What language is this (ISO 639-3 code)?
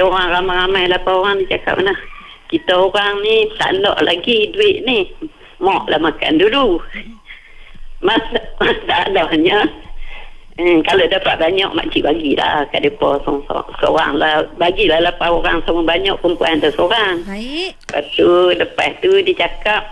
msa